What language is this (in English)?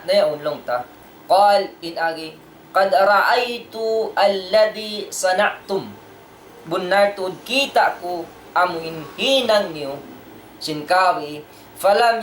Tausug